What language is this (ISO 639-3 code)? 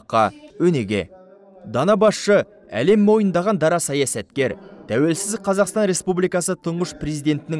kaz